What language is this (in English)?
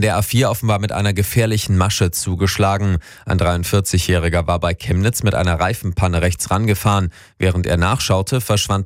German